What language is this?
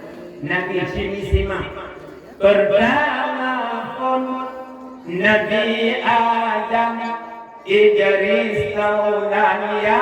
Achinese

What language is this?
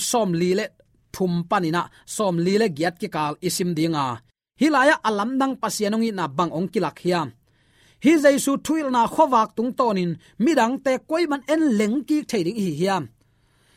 Tedim Chin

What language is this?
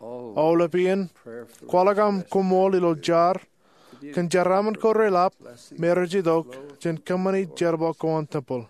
Marshallese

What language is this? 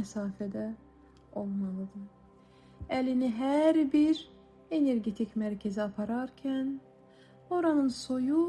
Azerbaijani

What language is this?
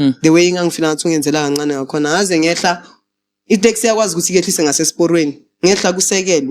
Zulu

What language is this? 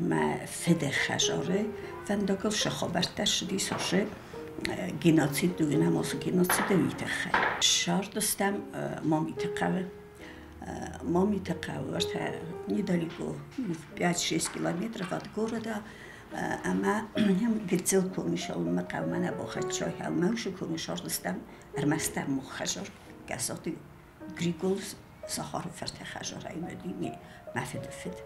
Ossetic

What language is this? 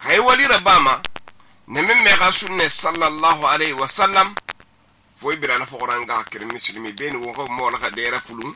Susu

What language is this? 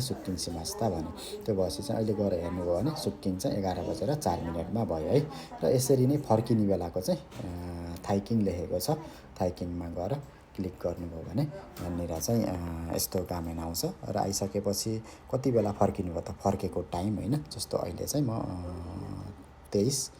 Nepali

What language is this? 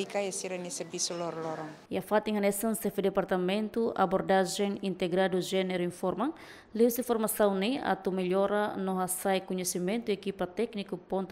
Tetum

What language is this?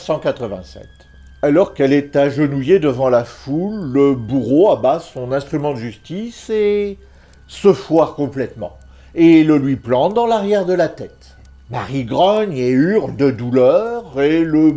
French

